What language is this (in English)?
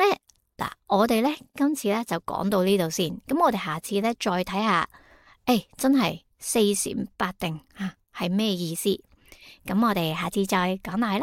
Cantonese